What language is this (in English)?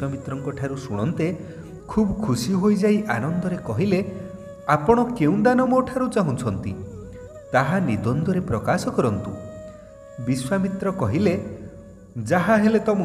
Odia